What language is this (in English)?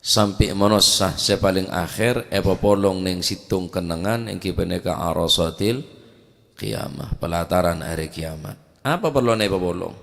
Madurese